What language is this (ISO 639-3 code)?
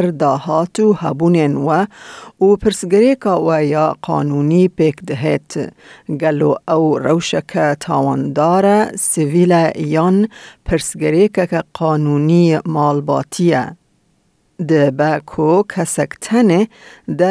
kur